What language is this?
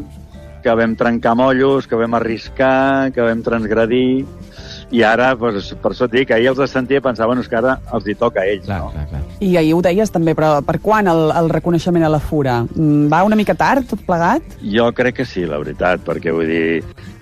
Catalan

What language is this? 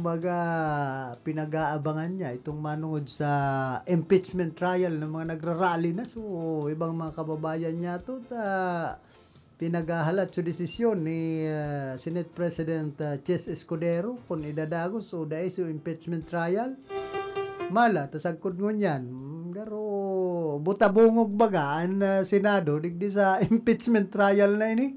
Bikol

